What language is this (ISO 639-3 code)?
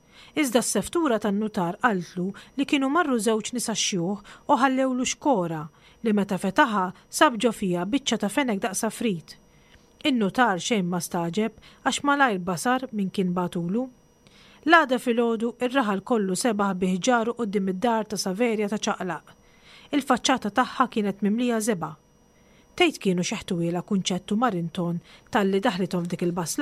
mlt